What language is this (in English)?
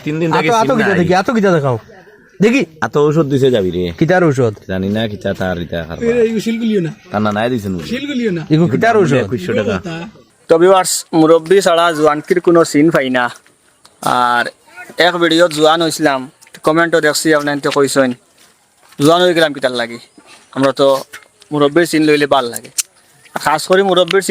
Sylheti